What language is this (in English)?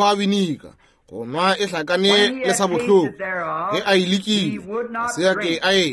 Northern Sotho